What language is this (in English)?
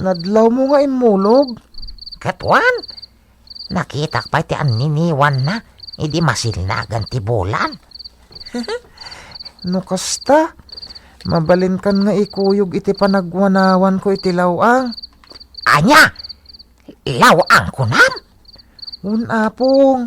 Iloko